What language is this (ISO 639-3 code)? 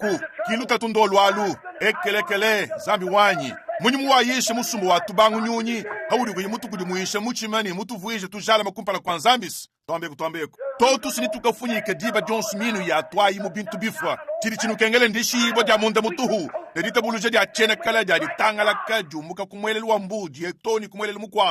lua